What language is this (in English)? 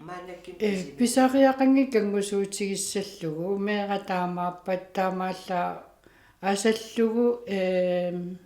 Kalaallisut